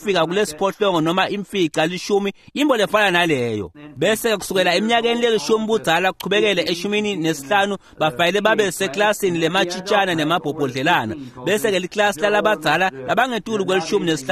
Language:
Swati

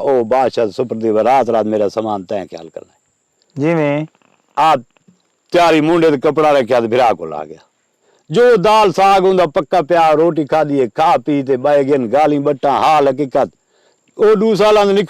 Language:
Saraiki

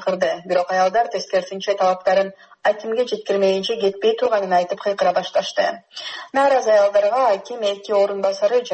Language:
Kyrgyz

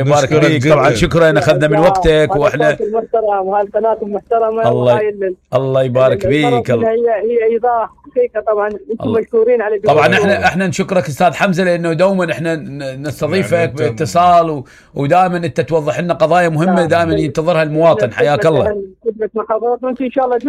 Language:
Mesopotamian Arabic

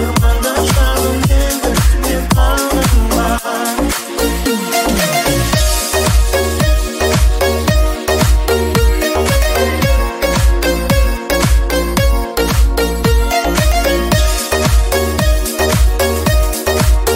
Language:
Kazakh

